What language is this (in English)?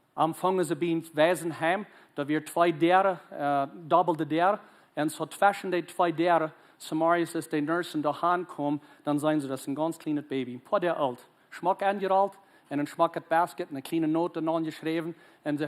Plautdietsch